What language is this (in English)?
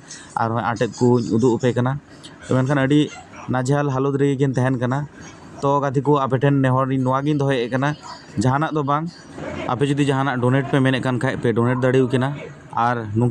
Santali